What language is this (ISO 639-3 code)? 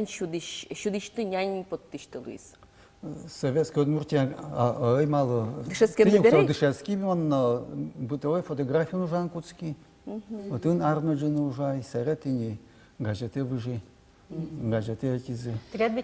udm